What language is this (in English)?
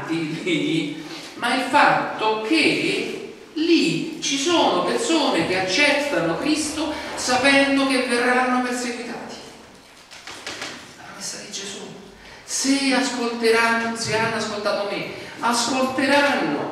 Italian